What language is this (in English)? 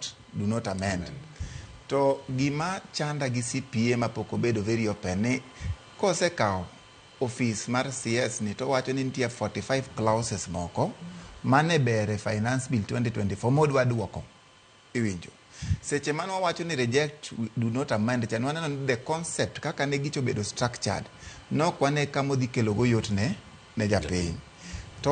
Luo (Kenya and Tanzania)